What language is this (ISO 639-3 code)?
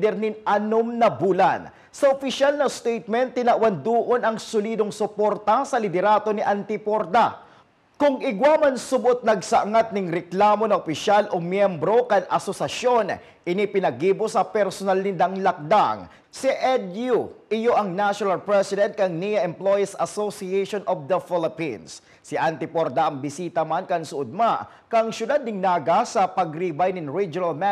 bik